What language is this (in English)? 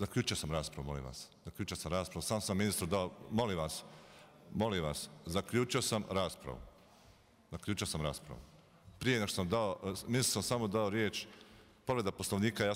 Bosnian